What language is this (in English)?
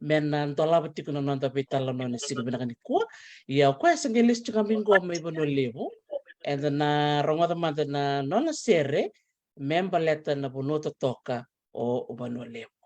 Fijian